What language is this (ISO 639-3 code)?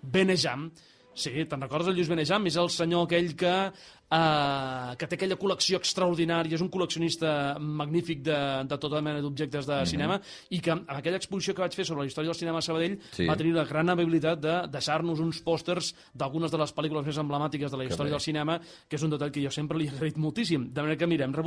cat